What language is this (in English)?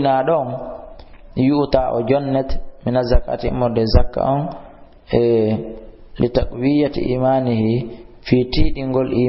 Fula